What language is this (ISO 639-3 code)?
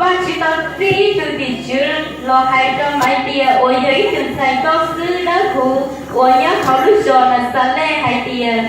hmn